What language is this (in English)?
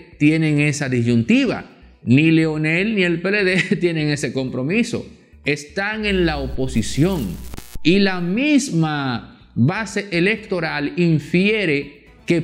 Spanish